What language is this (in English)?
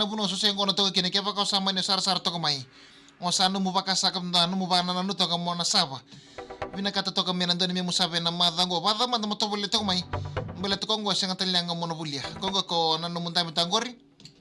Fijian